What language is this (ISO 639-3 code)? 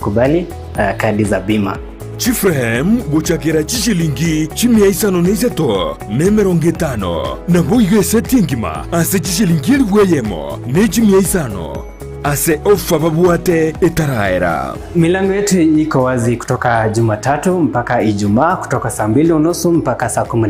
guz